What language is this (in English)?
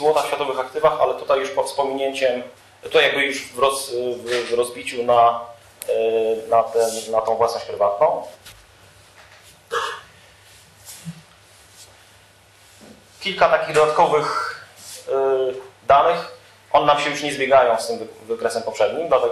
Polish